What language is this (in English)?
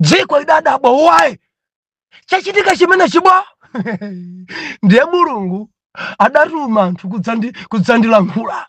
Nyanja